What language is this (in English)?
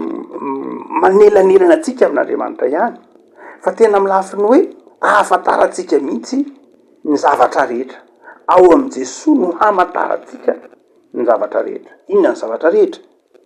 Malagasy